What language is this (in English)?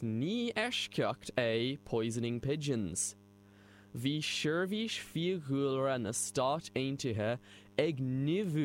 Irish